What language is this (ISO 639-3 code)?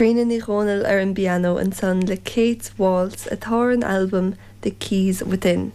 gle